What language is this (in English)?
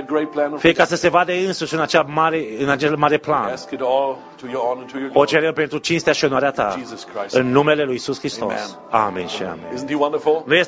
Romanian